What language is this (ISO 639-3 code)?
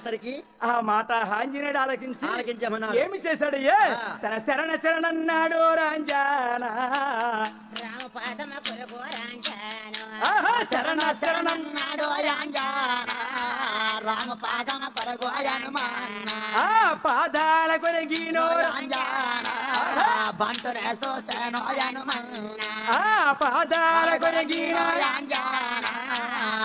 tel